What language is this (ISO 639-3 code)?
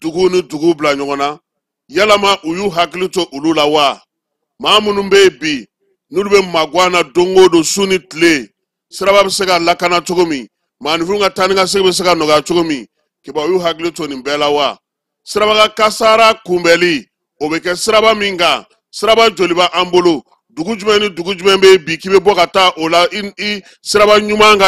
bam